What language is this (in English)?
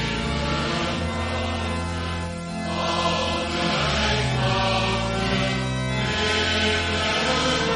Afrikaans